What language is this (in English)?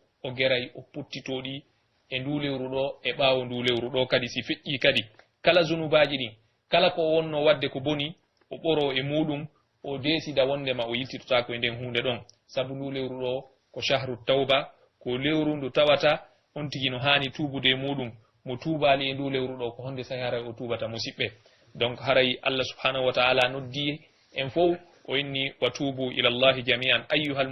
Pular